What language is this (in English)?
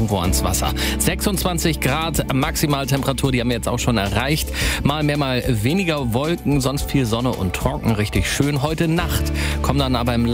German